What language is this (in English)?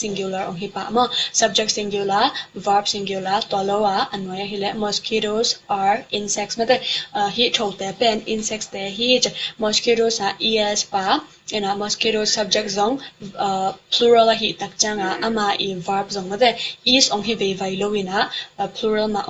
Tedim Chin